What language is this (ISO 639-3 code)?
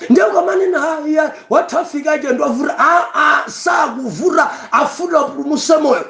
nya